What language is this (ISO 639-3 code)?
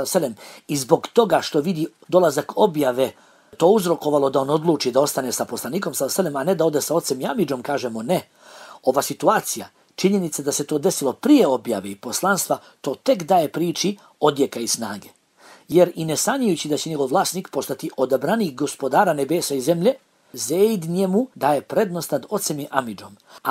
bos